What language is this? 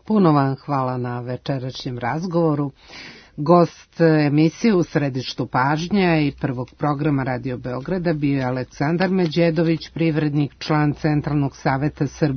Serbian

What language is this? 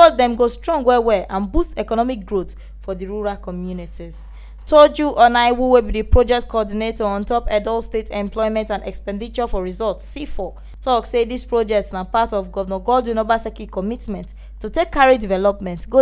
Nigerian Pidgin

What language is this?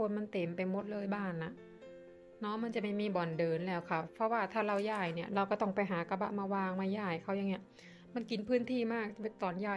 Thai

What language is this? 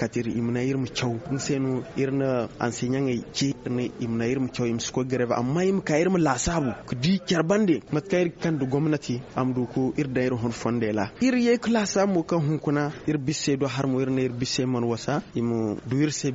Zarma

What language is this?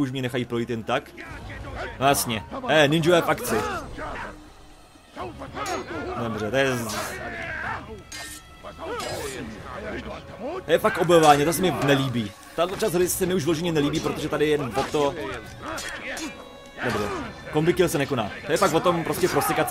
Czech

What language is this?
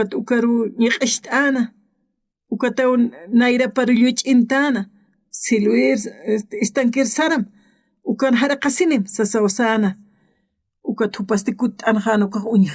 Aymara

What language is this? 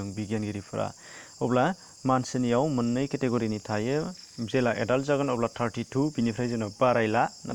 Bodo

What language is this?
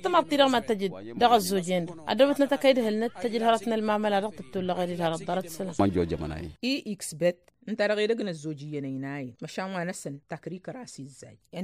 Tamasheq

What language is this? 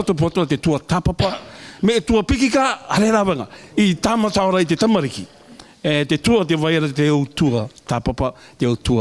Rarotongan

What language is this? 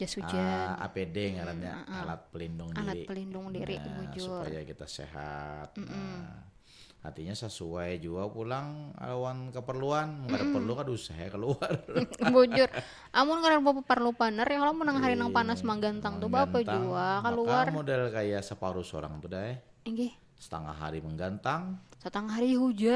Banjar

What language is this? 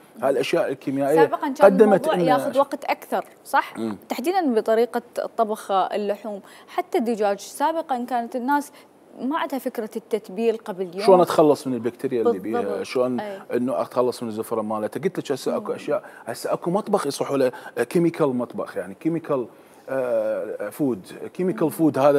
Mesopotamian Arabic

